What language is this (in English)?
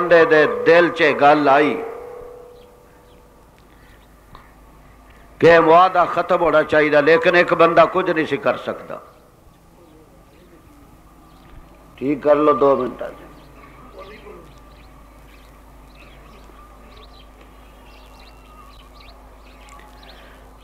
Western Panjabi